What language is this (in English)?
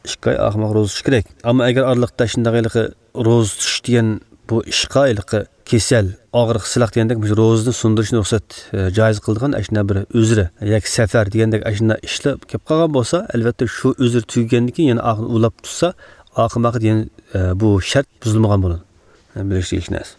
Uyghur